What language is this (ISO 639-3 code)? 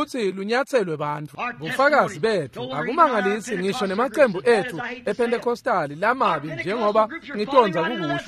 ssw